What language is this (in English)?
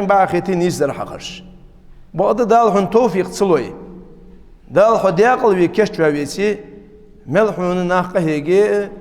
Ingush